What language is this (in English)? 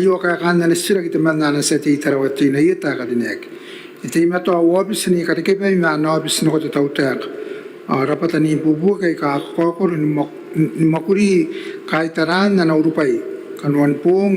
Gilbertese